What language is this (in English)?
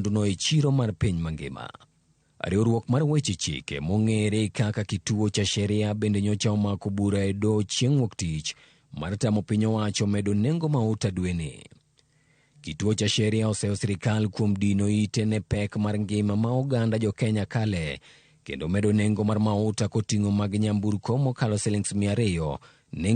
Luo (Kenya and Tanzania)